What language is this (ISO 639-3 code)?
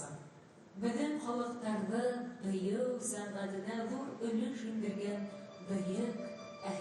tat